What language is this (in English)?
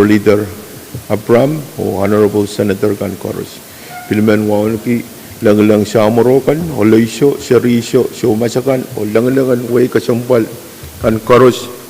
Pohnpeian